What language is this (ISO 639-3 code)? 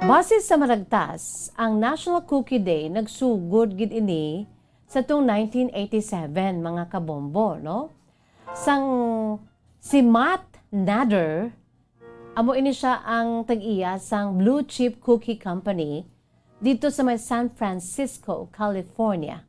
hil